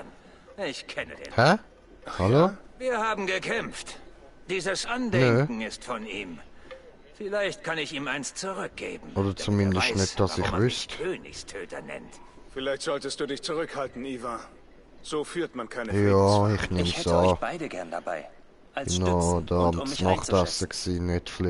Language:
Swiss German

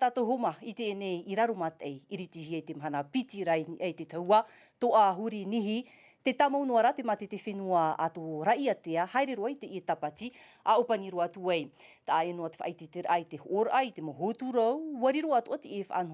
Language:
Tahitian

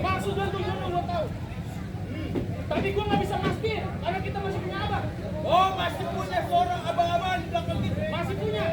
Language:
Betawi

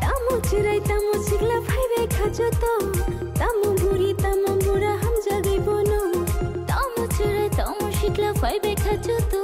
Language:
Kok Borok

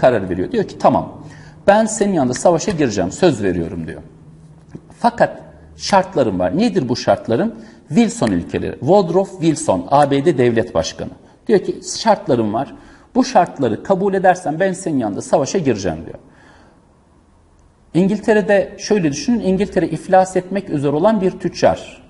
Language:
Turkish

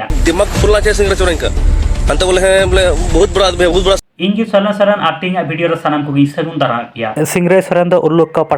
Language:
Santali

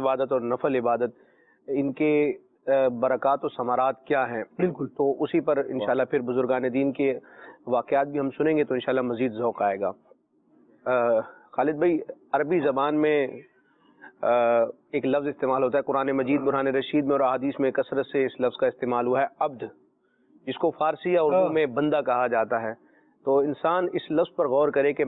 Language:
Urdu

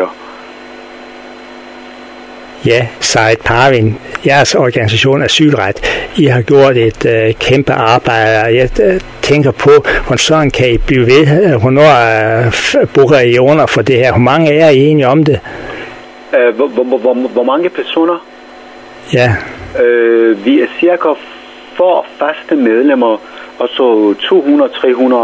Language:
Danish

